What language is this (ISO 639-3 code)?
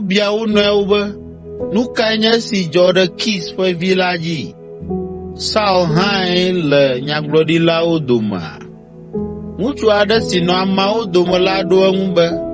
ewe